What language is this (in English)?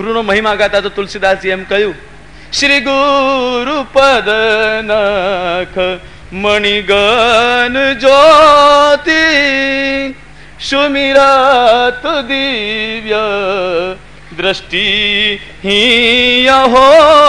Gujarati